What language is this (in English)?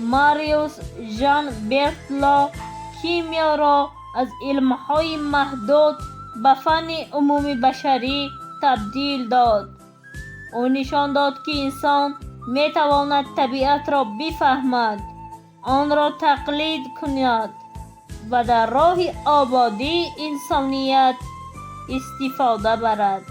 Tajik